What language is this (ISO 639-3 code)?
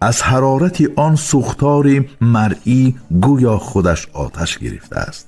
tgk